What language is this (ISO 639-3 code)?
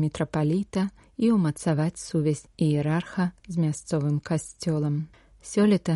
bel